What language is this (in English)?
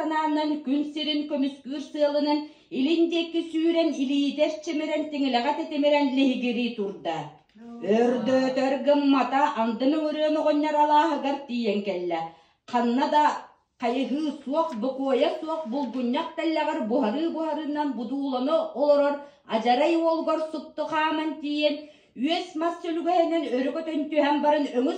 Yakut